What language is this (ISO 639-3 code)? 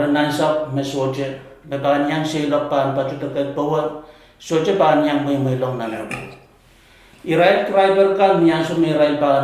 pon